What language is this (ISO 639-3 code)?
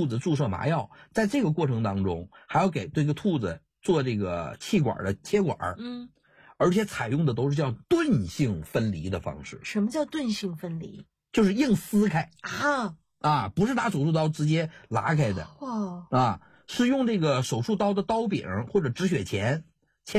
zho